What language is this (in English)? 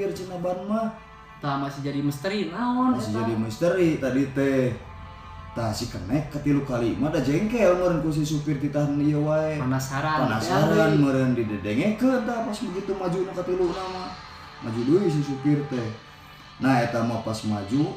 Sundanese